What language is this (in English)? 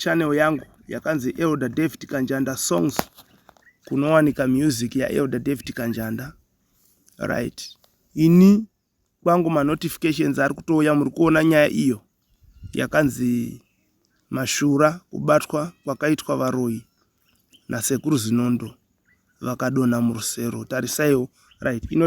Shona